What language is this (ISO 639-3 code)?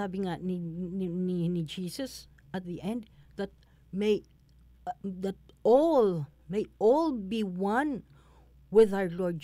fil